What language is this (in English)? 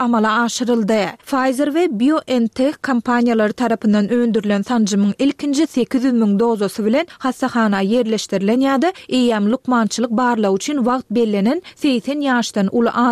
Turkmen